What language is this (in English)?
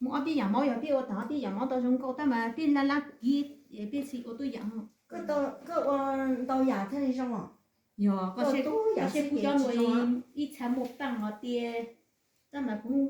Hmong